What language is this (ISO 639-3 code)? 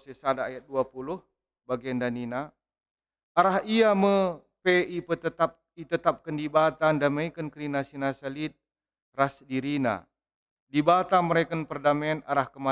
btx